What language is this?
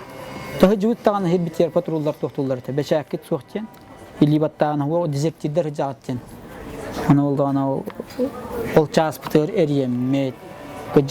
Yakut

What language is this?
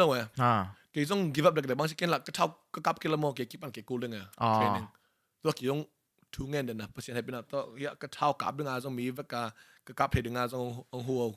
Tedim Chin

